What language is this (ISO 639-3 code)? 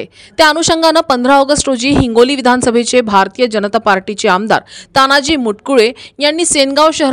mar